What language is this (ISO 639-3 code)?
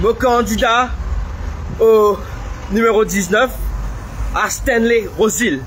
mfe